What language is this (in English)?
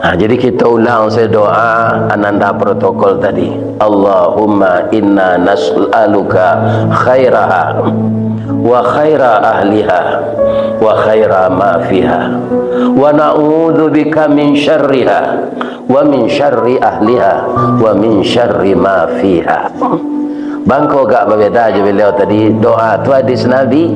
Minangkabau